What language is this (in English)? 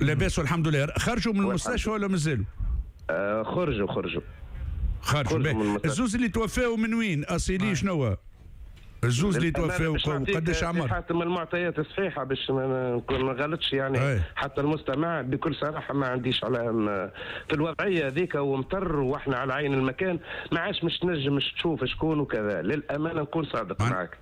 Tunisian Arabic